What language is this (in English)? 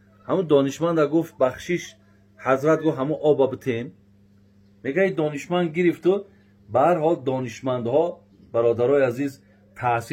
Tajik